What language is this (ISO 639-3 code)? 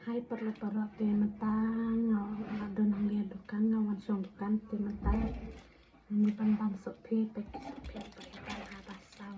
kha